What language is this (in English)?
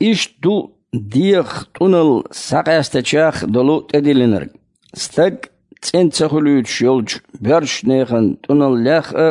Chechen